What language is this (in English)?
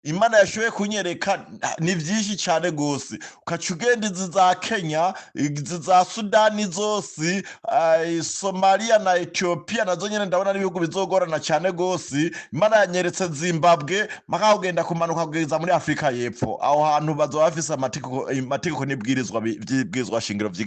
Rundi